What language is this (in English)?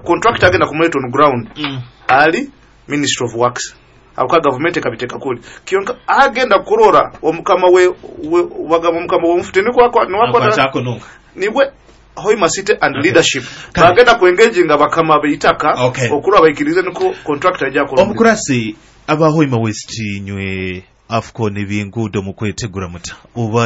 Nyoro